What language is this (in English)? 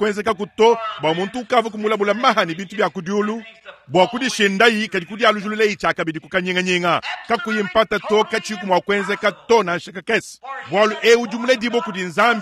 Luba-Lulua